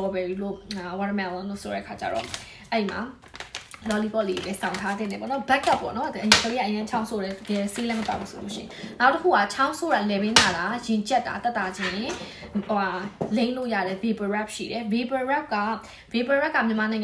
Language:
Burmese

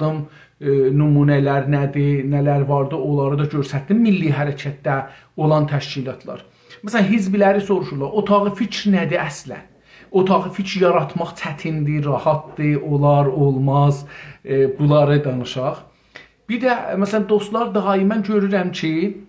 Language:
South Azerbaijani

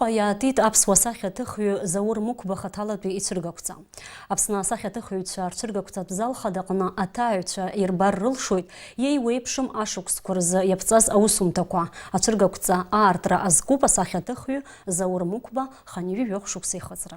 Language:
Abkhazian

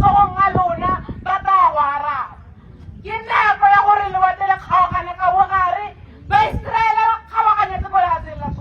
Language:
Tswana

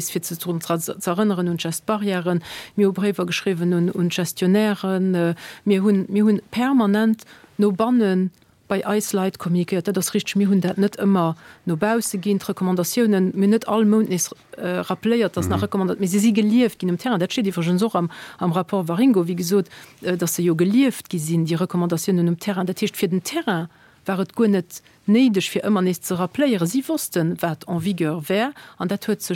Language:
Luxembourgish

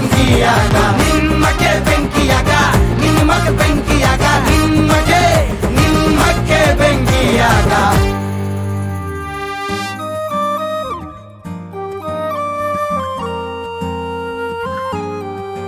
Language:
Kannada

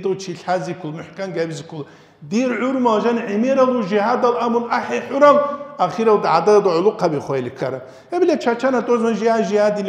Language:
Avaric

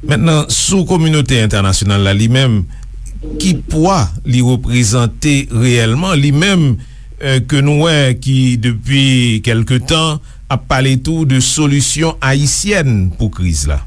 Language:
Haitian Creole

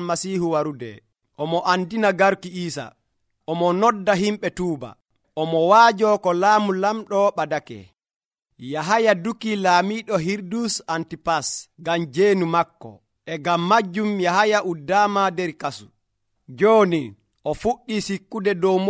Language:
Nigerian Fulfulde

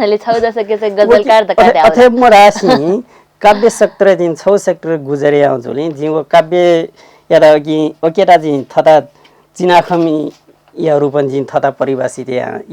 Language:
Newari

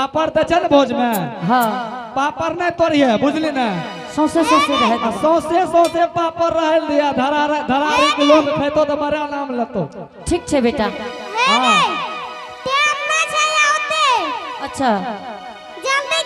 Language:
Angika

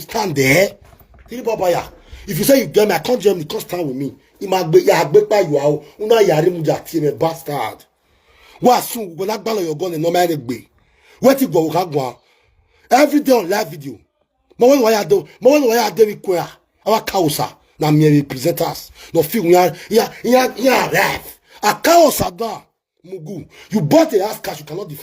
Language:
Nigerian Pidgin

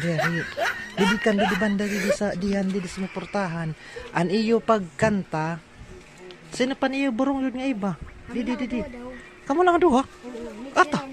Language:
Waray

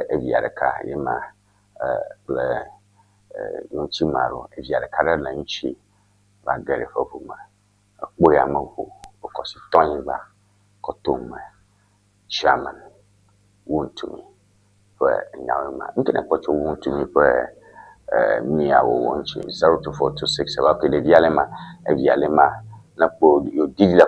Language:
Ewe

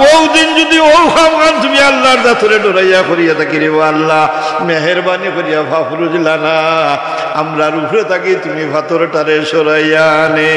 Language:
Sylheti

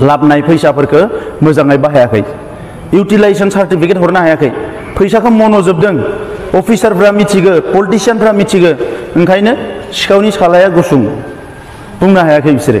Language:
Bodo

